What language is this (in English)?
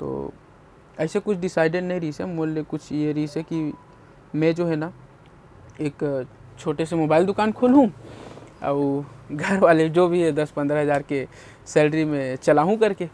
Chhattisgarhi